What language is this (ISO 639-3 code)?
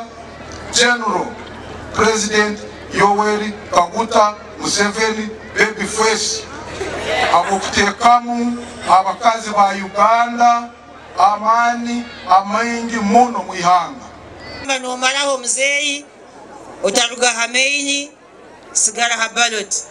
nyn